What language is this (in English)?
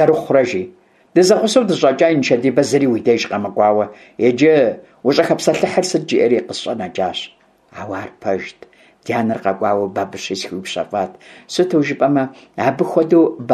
Kabardian